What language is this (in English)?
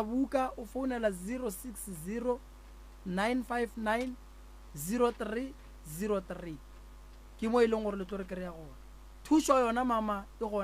Northern Sotho